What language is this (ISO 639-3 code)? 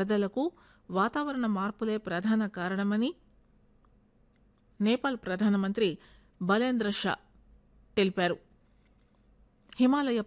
tel